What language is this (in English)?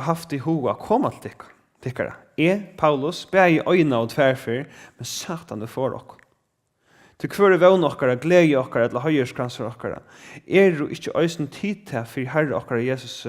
Faroese